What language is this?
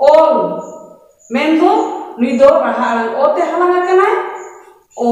Santali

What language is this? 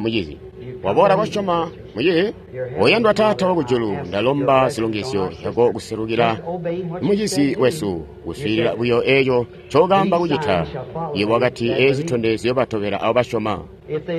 Tonga (Zambia)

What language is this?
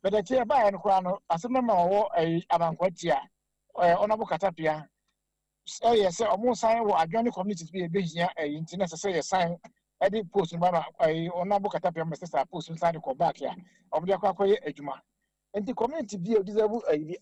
Akan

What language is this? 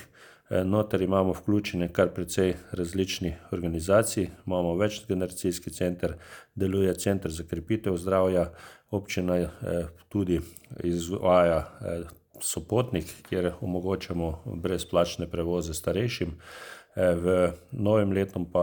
Slovenian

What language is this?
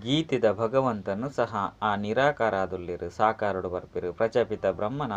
Tulu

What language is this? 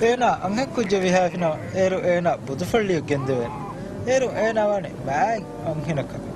Divehi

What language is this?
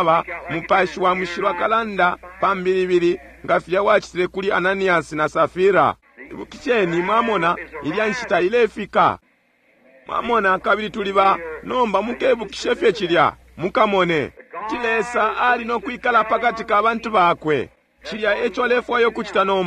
Bemba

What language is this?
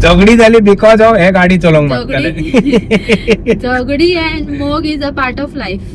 Konkani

